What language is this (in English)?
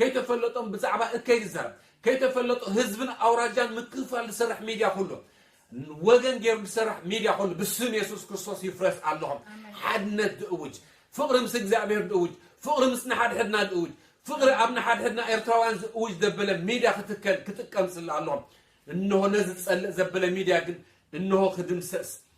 Tigrinya